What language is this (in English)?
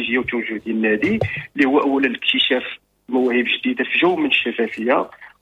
Moroccan Arabic